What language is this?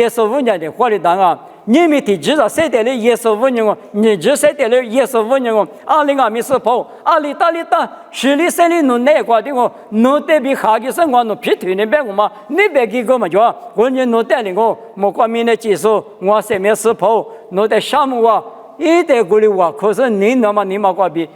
Lisu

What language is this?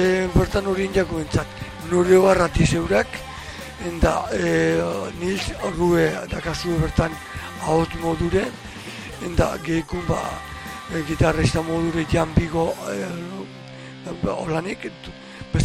Basque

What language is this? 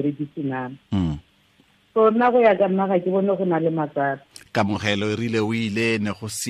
Tswana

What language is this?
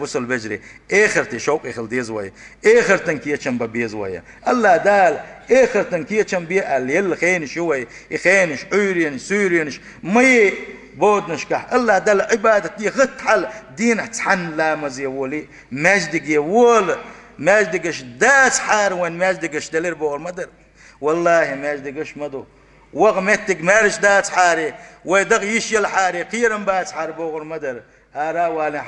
Chechen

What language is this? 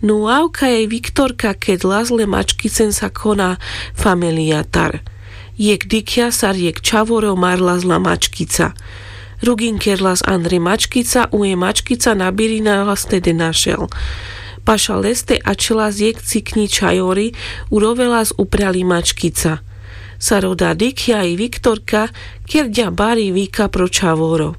Carpathian Romani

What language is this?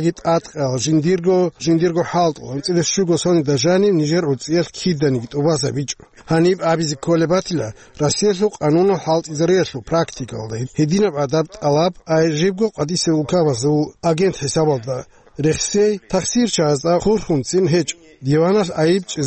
Avaric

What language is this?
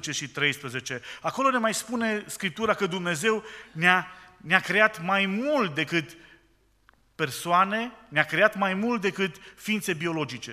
Romanian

